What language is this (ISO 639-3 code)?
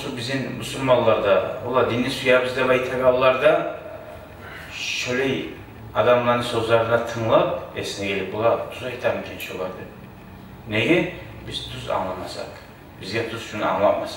kum